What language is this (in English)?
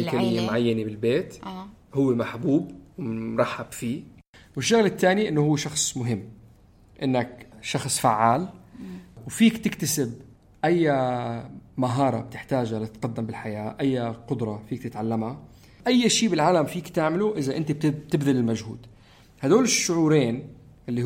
North Levantine Arabic